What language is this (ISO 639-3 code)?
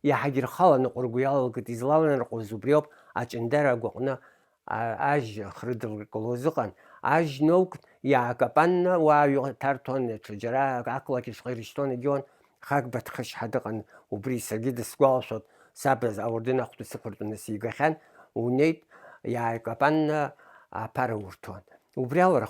abk